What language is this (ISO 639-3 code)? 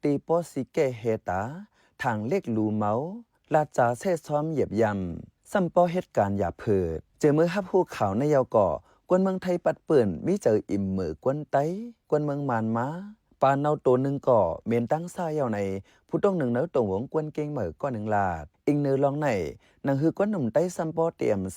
shn